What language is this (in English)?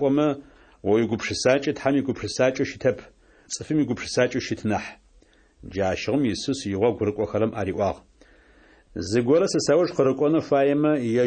Kabardian